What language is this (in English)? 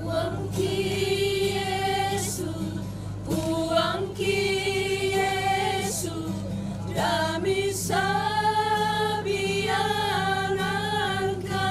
Toraja-Sa'dan